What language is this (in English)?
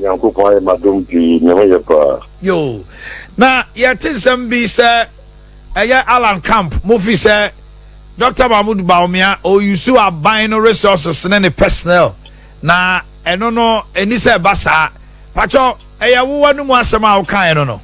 Akan